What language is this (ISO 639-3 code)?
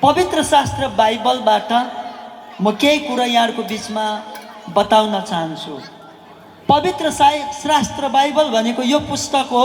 nep